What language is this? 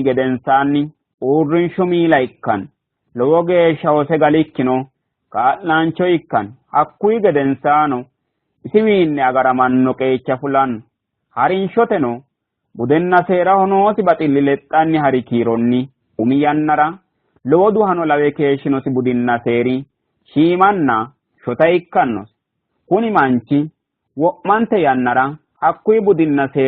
Sidamo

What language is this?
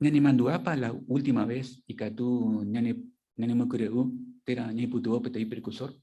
Guarani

